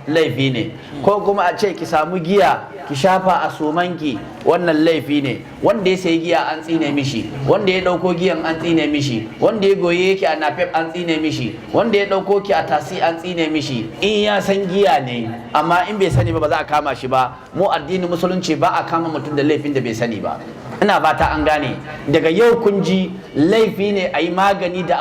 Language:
Hausa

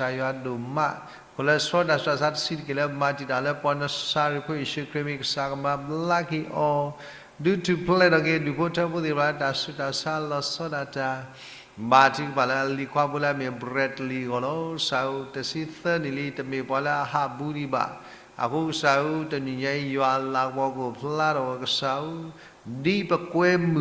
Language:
S'gaw Karen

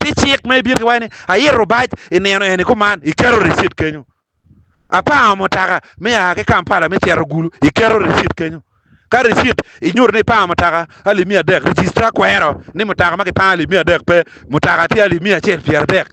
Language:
Acoli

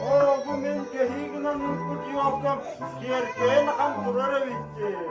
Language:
Yakut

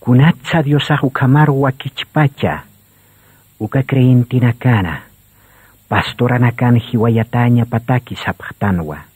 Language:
Aymara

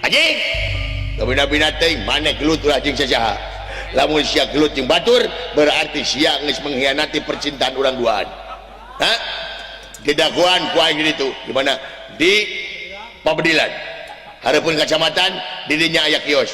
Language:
Sundanese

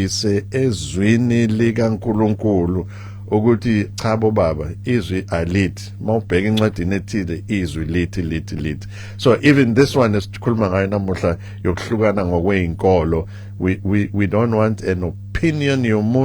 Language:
Zulu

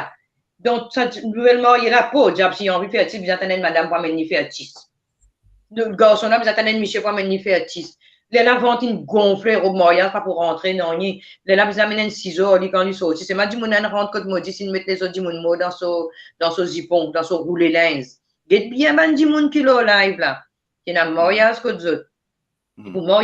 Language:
Morisyen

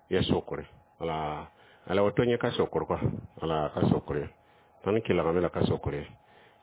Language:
Mossi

